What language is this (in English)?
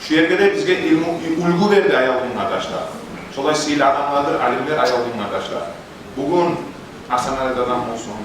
Kumyk